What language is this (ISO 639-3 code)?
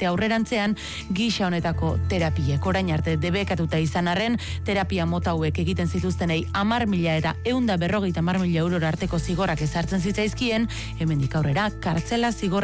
eus